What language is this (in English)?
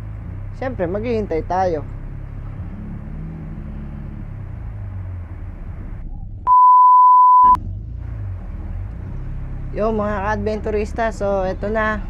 Filipino